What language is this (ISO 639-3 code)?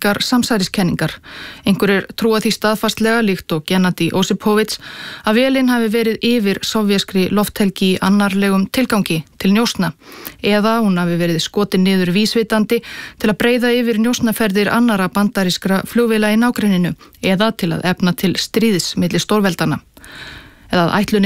isl